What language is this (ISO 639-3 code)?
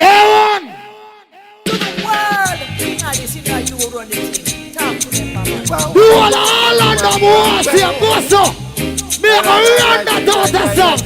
jam